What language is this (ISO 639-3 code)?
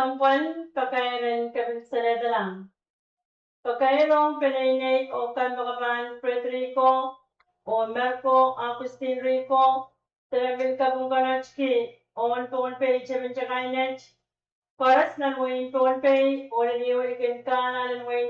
pon